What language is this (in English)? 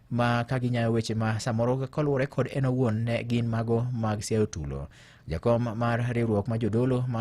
Luo (Kenya and Tanzania)